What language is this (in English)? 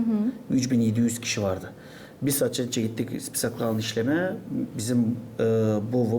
Gagauz